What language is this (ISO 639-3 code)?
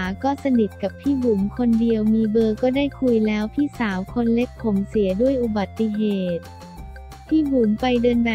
tha